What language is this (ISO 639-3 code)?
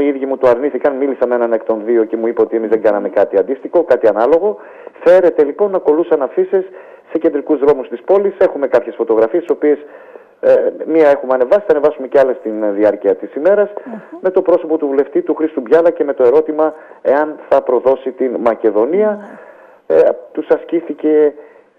ell